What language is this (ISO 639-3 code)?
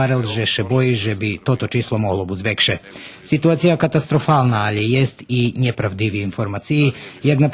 rue